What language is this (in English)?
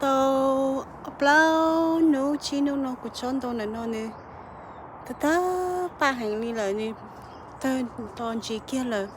Hmong